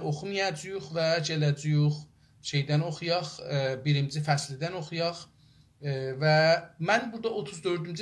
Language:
South Azerbaijani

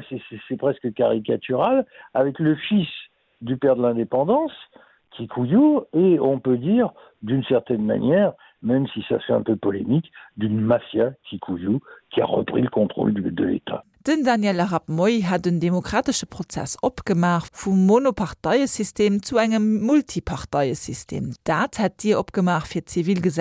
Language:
Luxembourgish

